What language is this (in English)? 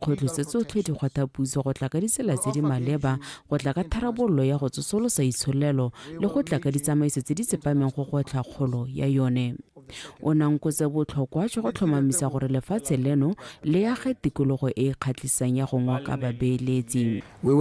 Tswana